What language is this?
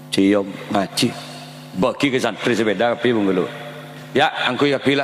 Madurese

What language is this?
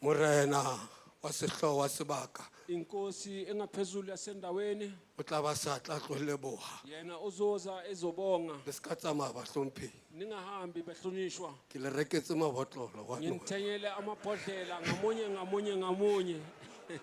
Southern Sotho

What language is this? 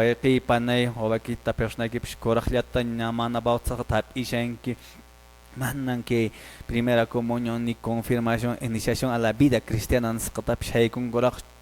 Quechua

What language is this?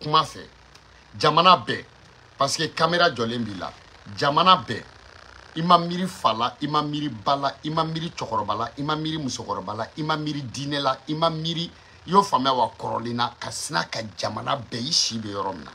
Bambara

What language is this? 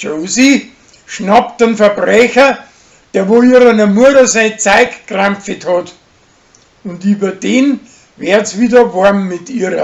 Bavarian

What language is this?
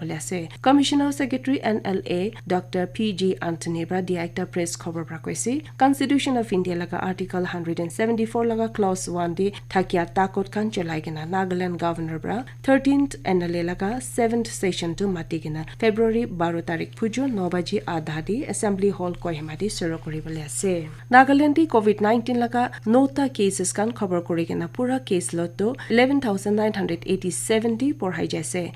Naga Pidgin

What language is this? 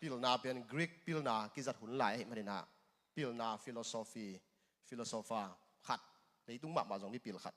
Tedim Chin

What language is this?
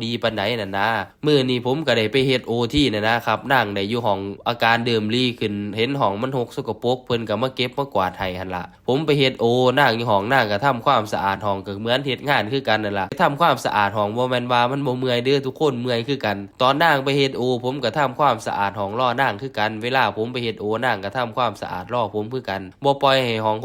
Lao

